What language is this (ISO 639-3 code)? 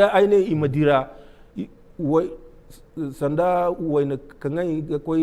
dje